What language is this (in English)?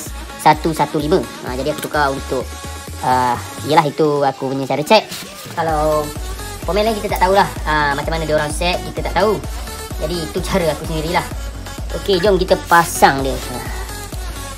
Malay